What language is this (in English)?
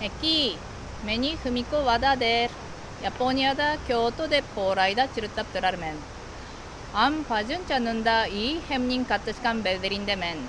Tuvinian